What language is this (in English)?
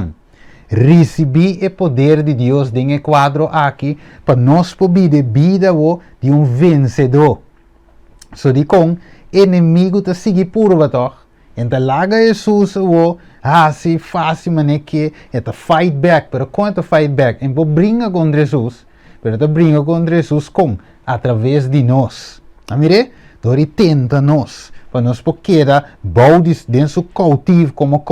Papiamento